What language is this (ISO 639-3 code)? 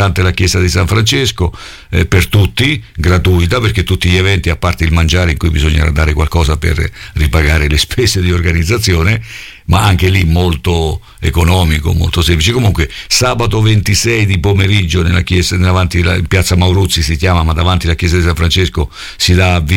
ita